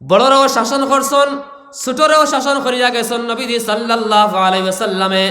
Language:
Sylheti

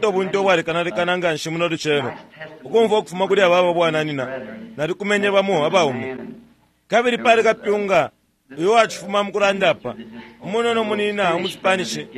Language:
Bemba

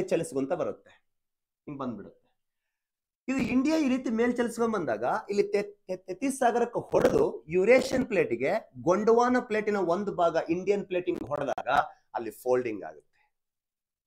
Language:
Kannada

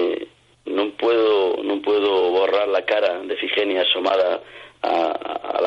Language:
Asturian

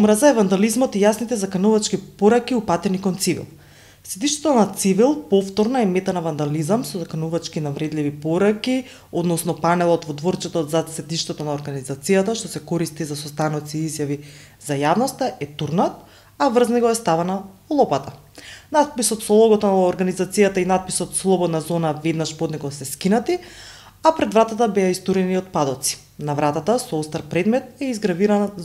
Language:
Macedonian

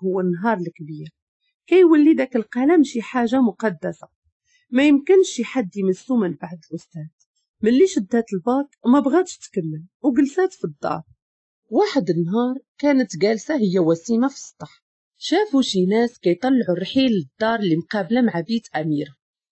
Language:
Moroccan Arabic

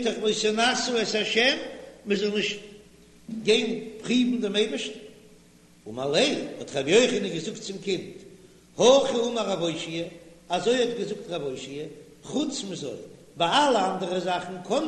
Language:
Yiddish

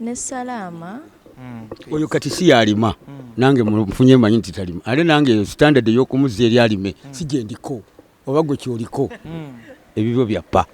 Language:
Ganda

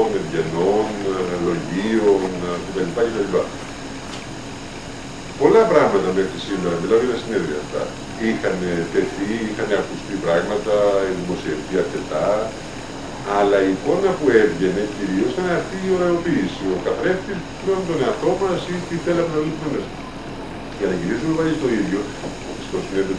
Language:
Greek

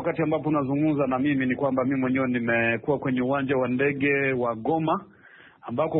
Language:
Swahili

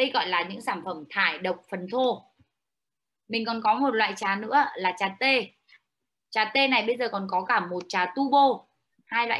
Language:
Vietnamese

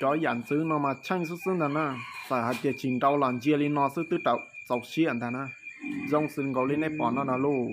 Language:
Hmong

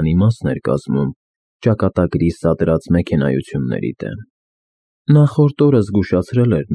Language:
Armenian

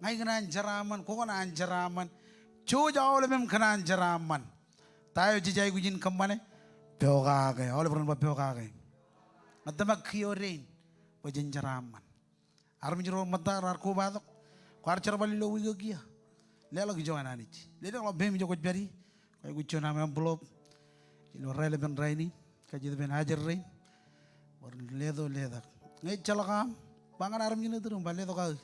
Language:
Marshallese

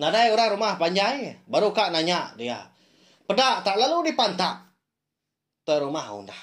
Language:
Iban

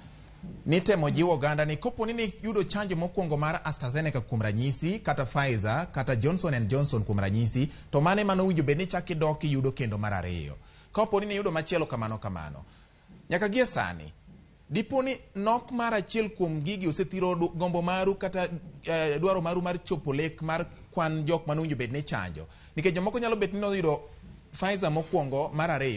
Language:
Luo (Kenya and Tanzania)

